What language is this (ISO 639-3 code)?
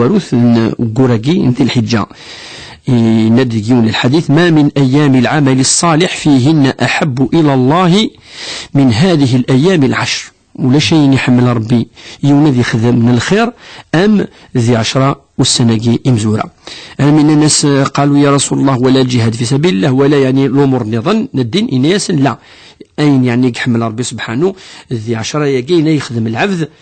kab